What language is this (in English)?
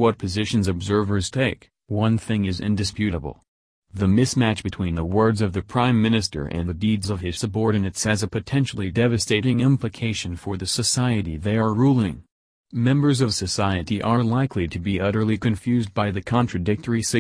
English